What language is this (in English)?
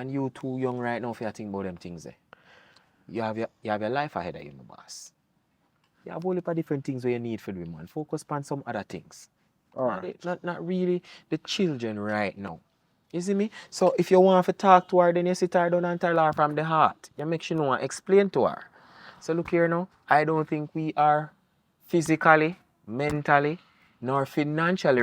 Jamaican Creole English